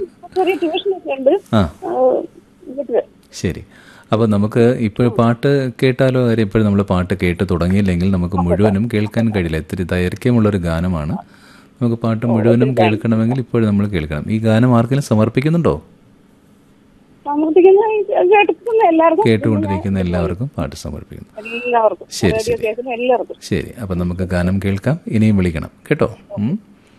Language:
Malayalam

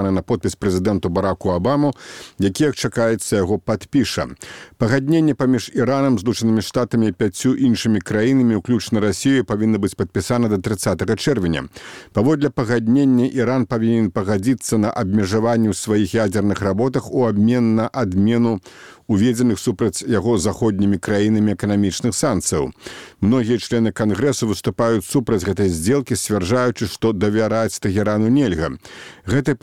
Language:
Belarusian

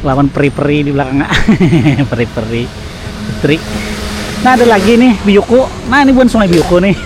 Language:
Banjar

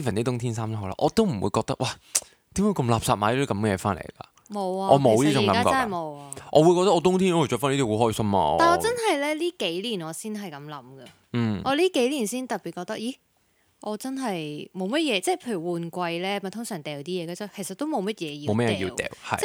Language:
Cantonese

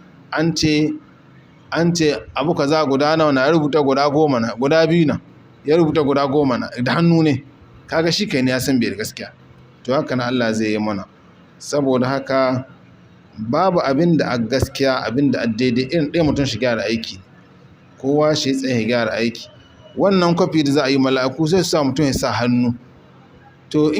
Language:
Hausa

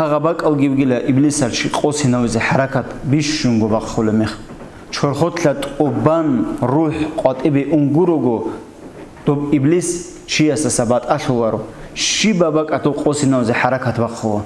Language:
Avaric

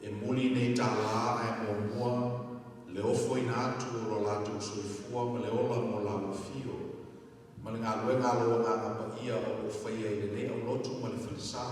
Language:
Samoan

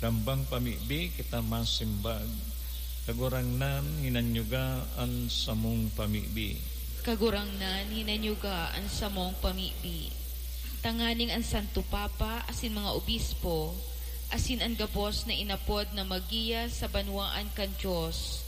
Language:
Bikol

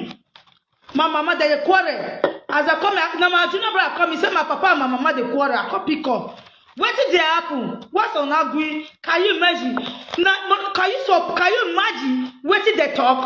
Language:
Nigerian Pidgin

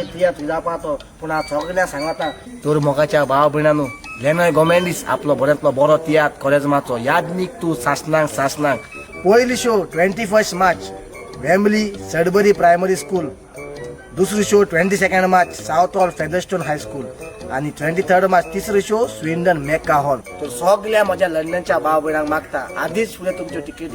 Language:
Konkani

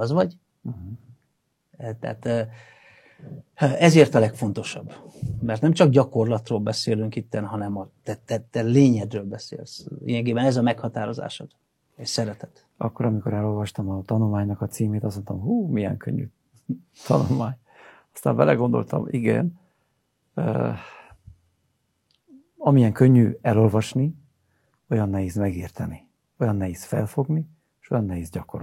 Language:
Hungarian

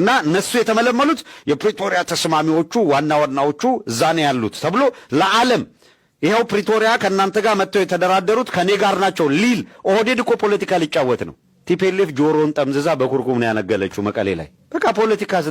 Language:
Amharic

